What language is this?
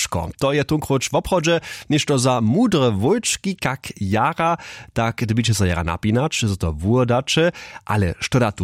Upper Sorbian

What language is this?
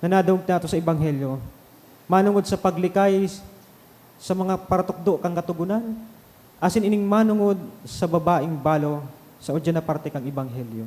Bikol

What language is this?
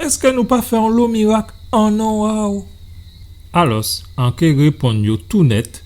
Guadeloupean Creole French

